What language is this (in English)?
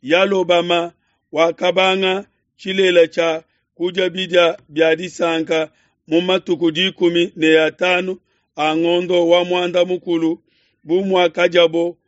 Luba-Lulua